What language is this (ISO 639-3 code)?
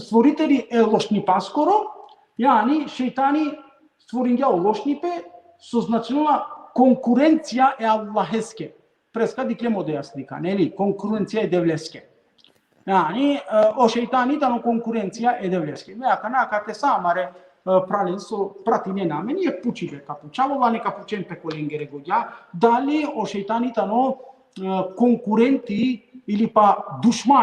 rmn